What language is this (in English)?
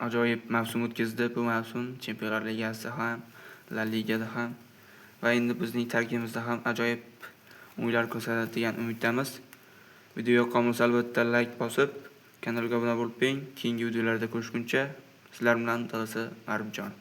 Uzbek